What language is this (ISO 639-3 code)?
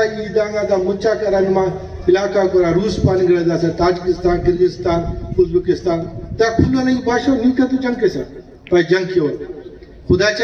brh